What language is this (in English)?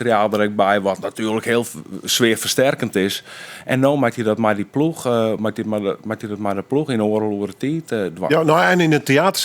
Western Frisian